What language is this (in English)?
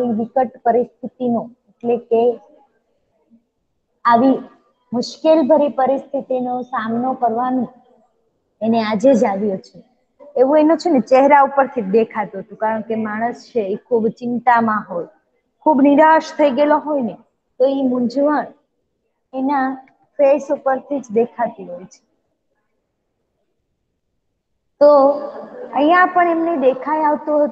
Gujarati